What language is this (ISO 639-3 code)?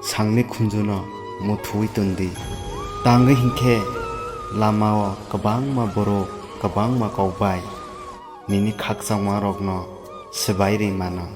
trp